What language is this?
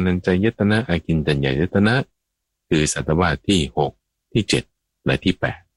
Thai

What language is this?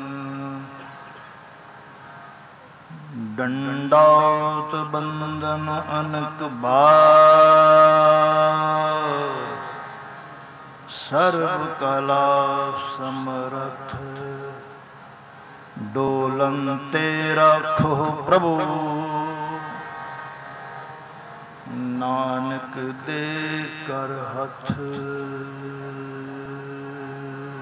Punjabi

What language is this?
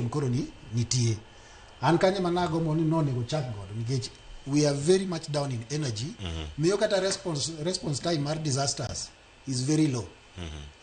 Luo (Kenya and Tanzania)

